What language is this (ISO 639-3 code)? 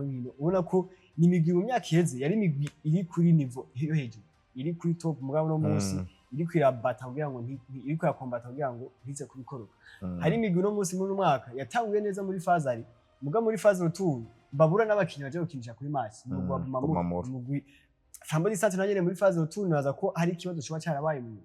run